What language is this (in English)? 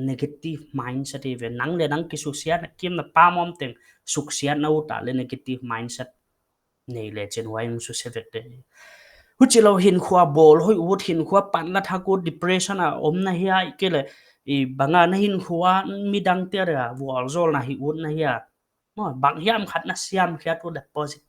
Paite Chin